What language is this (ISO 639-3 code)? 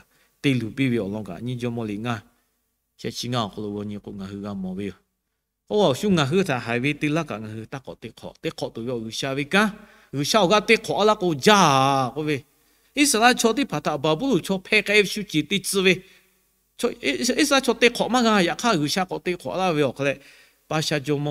lhu